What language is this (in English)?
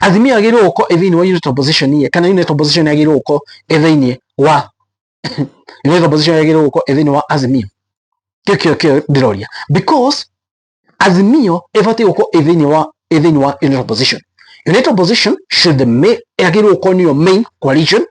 Kikuyu